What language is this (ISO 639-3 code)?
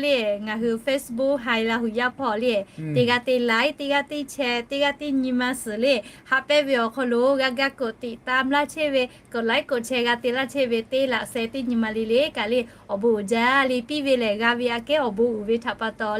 lhu